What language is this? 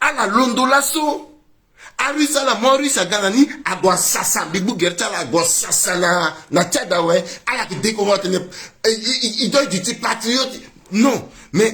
Sango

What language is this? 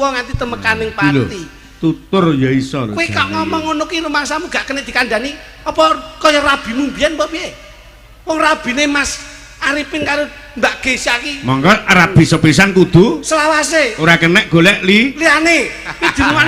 Javanese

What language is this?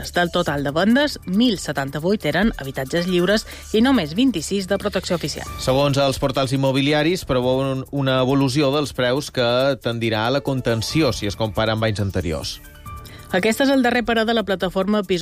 Catalan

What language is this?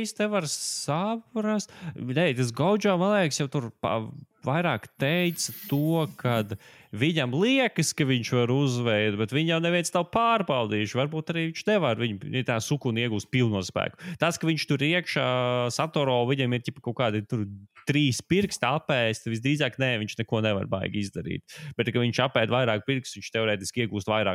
Latvian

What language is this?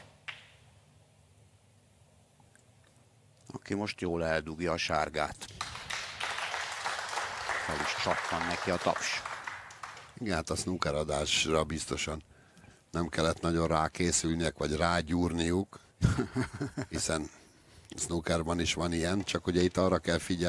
Hungarian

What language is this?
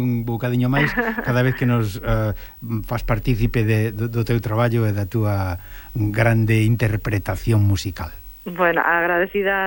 Galician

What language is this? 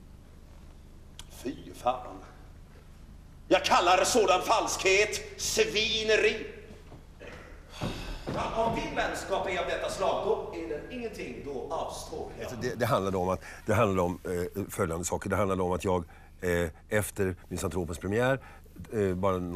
Swedish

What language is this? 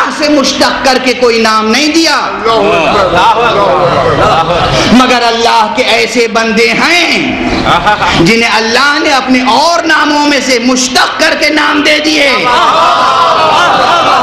Urdu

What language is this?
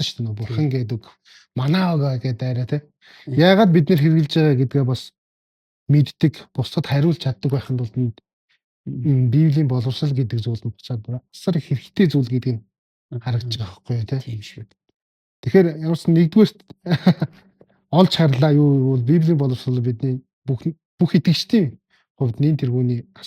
Mongolian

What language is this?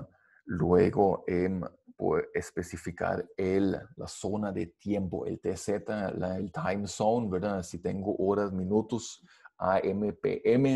Spanish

